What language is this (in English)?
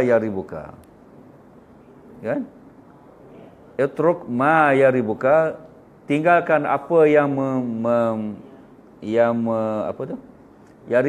Malay